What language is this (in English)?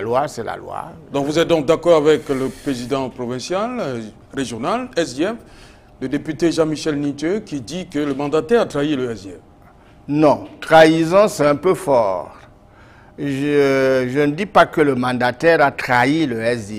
French